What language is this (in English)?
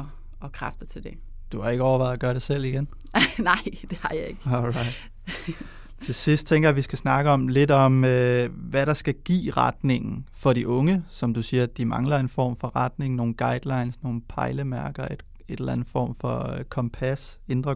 Danish